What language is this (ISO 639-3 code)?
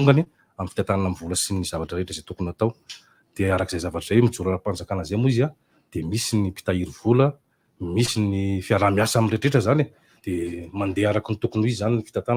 mlg